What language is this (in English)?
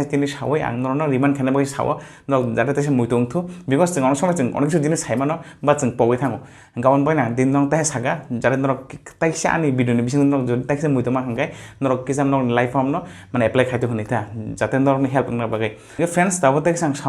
Kok Borok